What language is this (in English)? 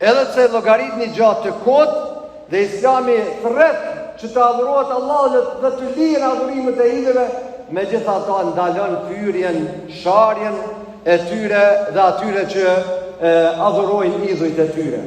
Albanian